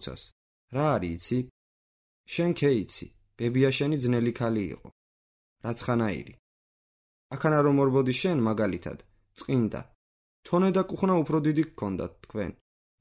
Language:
Georgian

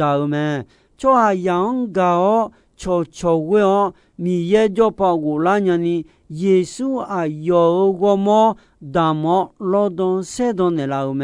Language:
Akha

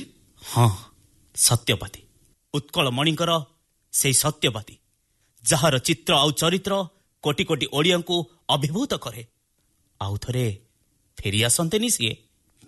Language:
Odia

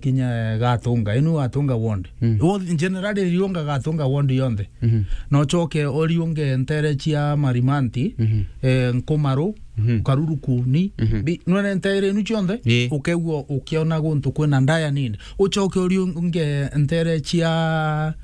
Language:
Meru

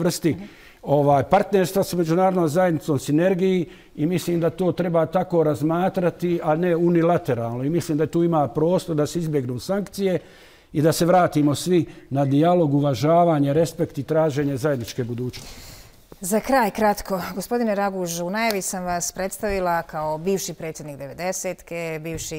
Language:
Bosnian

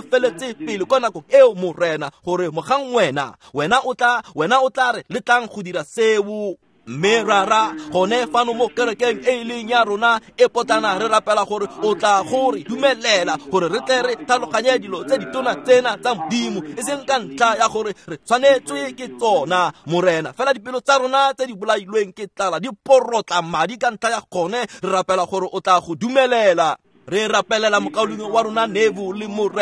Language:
Tswana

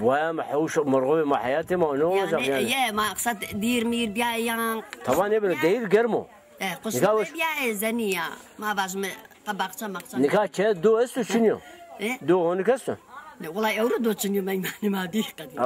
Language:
Zaza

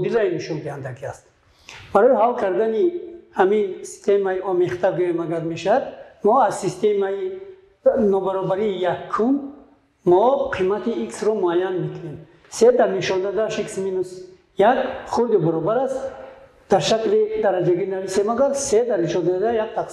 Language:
Tajik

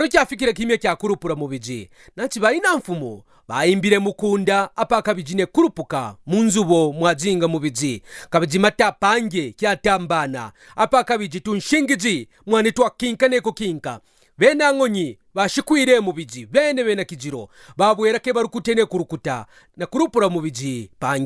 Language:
Kaonde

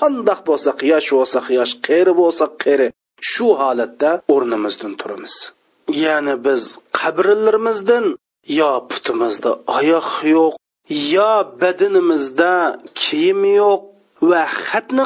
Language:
Uyghur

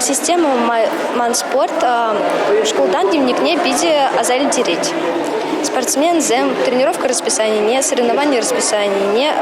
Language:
Chuvash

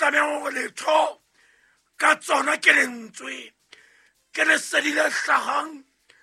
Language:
Southern Sotho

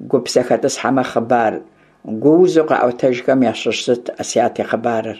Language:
Kabardian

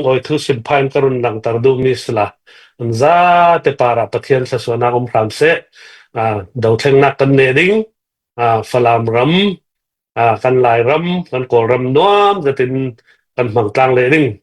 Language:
Falam Chin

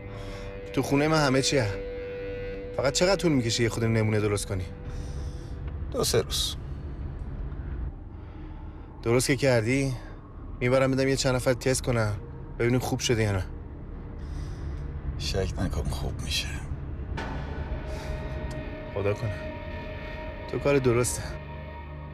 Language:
Persian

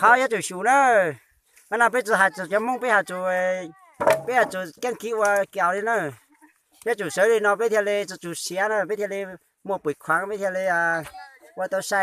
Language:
Hmong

